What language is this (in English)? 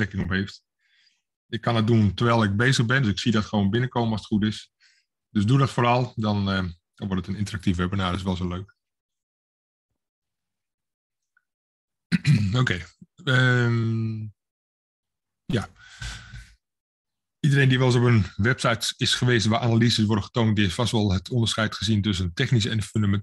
Dutch